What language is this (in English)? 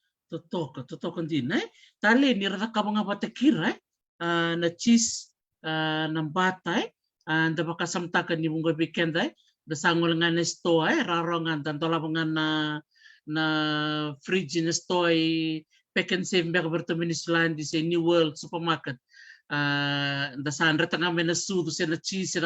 Fijian